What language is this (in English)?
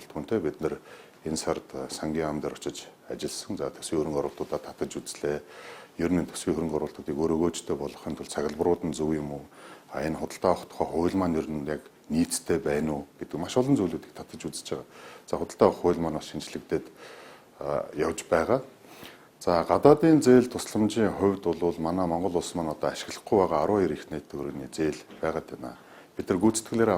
Mongolian